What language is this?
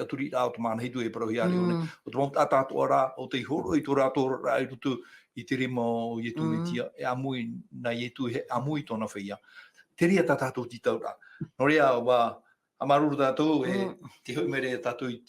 Tahitian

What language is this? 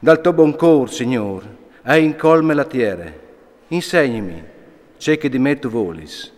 Friulian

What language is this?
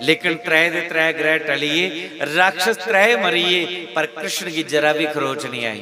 Dogri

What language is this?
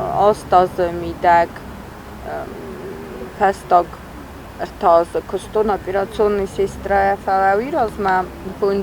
Ossetic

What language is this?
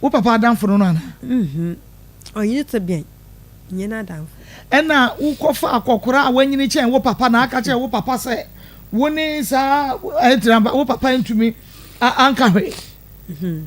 Akan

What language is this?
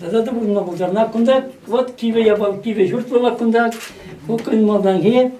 Chuvash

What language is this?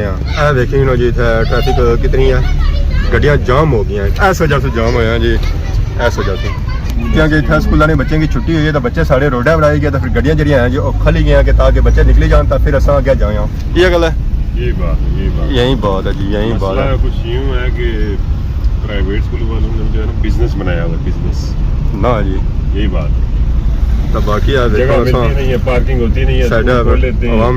Pahari-Potwari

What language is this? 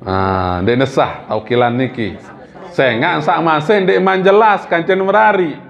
Sasak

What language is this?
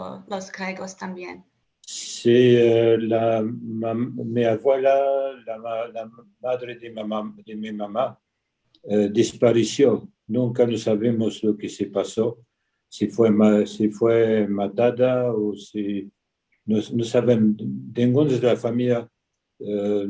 Ladino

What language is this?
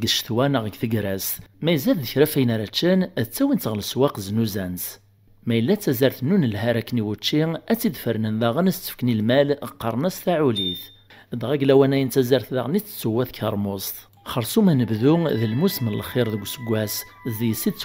Kabyle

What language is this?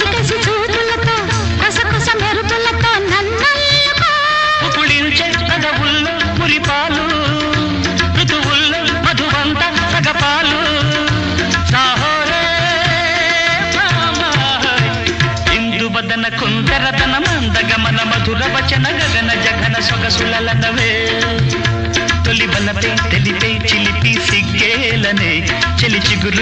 Telugu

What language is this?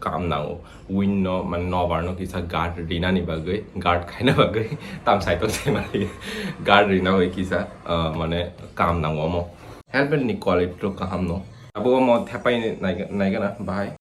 Kok Borok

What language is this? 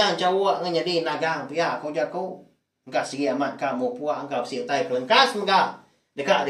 Iban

